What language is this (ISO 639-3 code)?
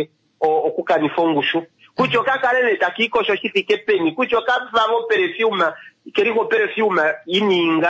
kua